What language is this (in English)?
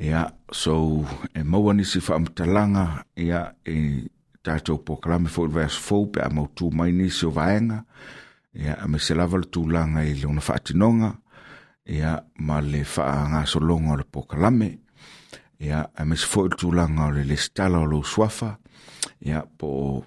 Samoan